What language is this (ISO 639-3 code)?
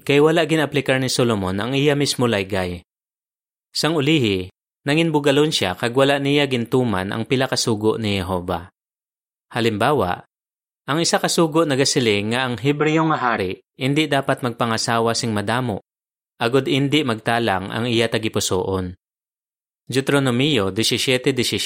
hil